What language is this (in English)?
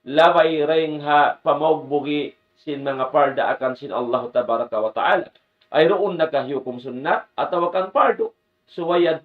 Tausug